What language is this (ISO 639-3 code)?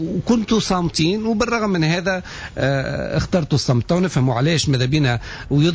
aeb